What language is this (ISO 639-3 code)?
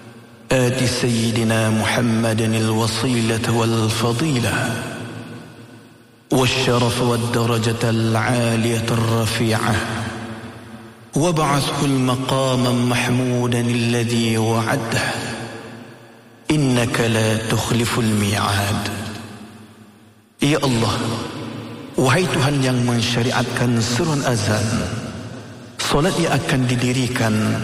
msa